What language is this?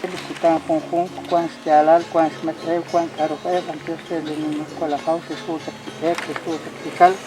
Kekchí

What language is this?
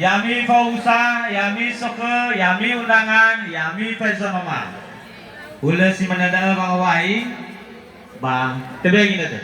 Nias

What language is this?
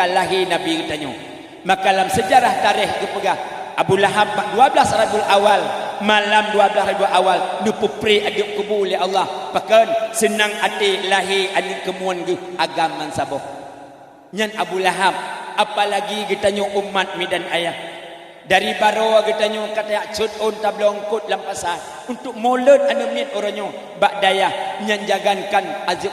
Achinese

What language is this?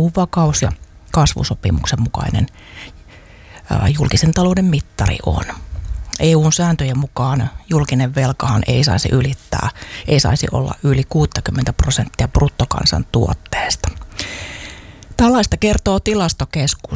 Finnish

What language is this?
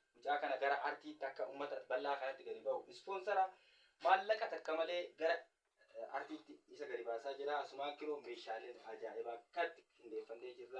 Oromo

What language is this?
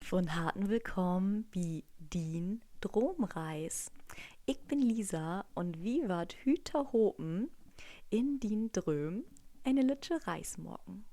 Low German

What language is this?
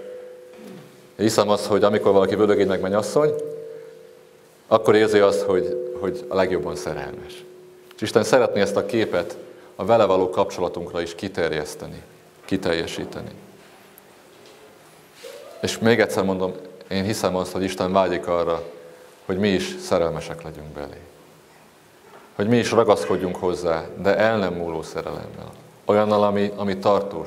Hungarian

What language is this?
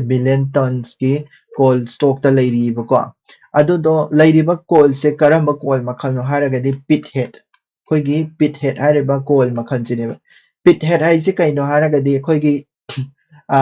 Manipuri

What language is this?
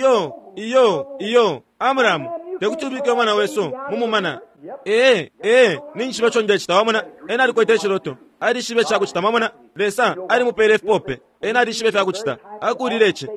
Bemba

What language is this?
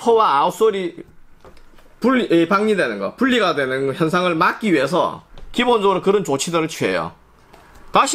Korean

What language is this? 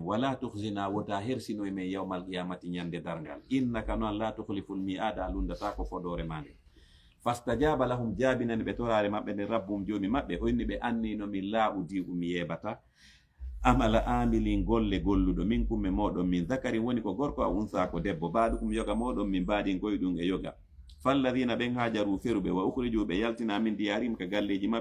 Fula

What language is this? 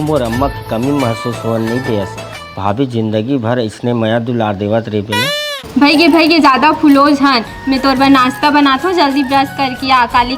Chhattisgarhi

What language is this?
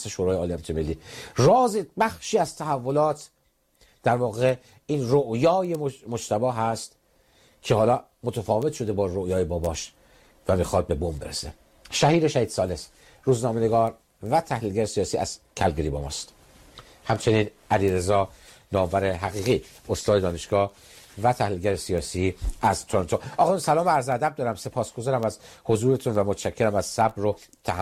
Persian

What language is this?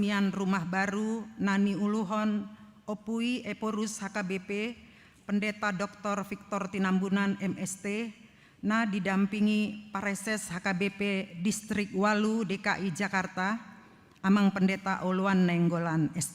Batak Toba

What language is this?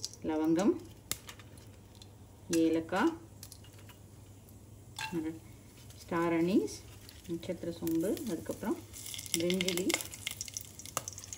Tamil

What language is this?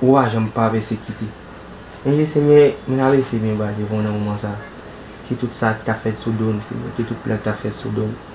Haitian Creole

